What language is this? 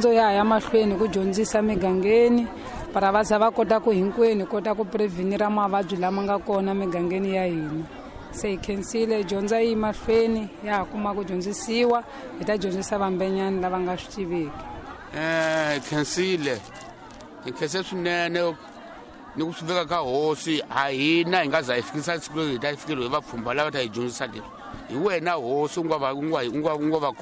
Tsonga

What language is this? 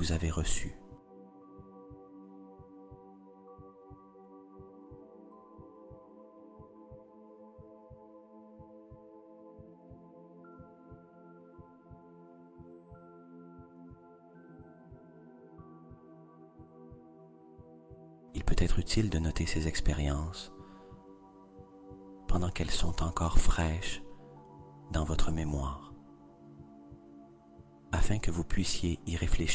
French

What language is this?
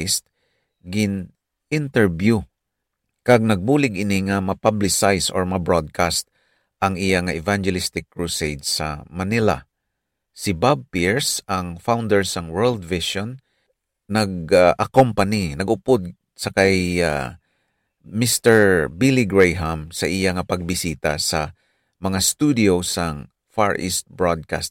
Hiligaynon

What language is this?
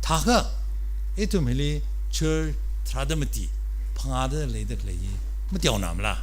Tangkhul Naga (India)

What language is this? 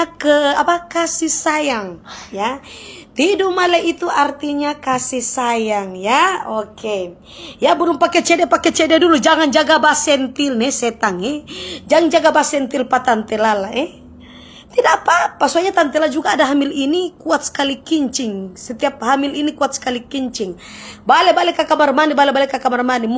Manado Malay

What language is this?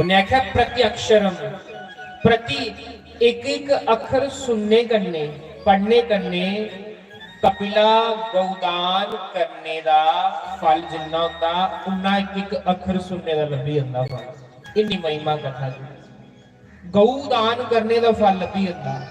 Dogri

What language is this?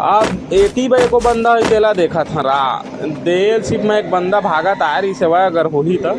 Chhattisgarhi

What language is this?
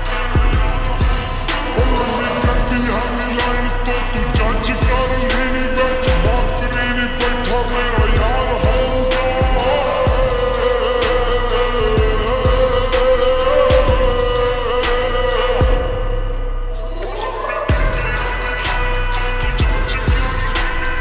Punjabi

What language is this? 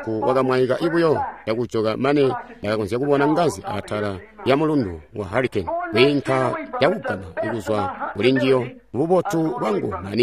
Tonga (Zambia)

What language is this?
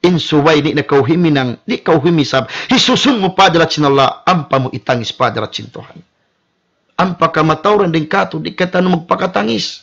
Tausug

